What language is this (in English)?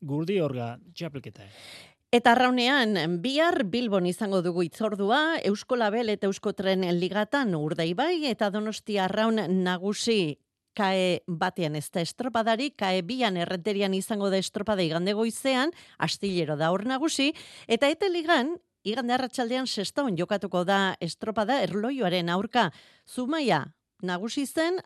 Basque